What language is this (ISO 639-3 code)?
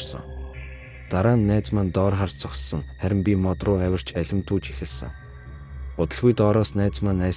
mon